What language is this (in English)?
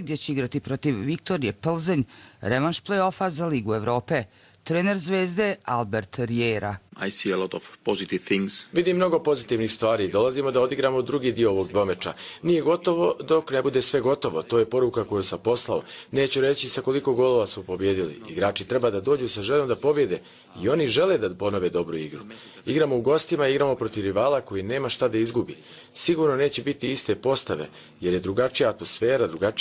Serbian